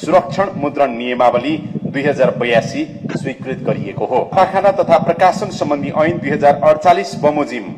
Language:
Nepali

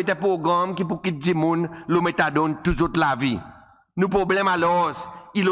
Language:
Seselwa Creole French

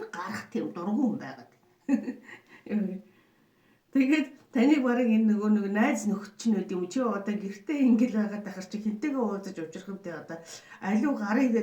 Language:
Mongolian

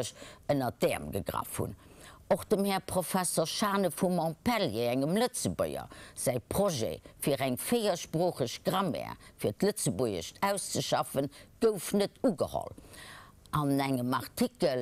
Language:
Luxembourgish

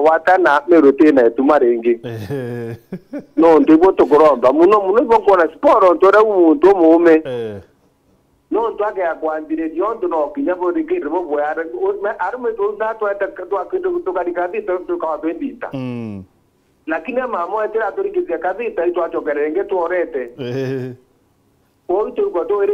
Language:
Meru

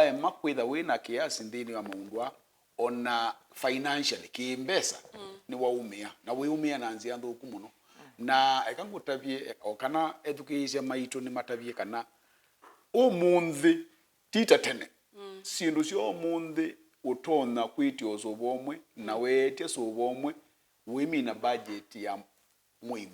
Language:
Kamba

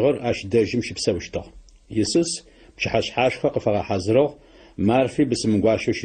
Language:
Adyghe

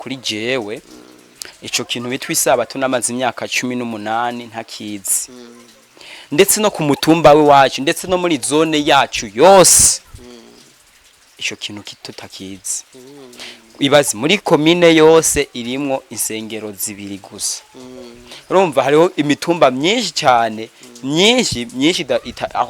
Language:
Rundi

